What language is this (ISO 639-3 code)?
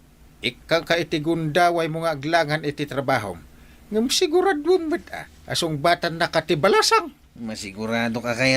ilo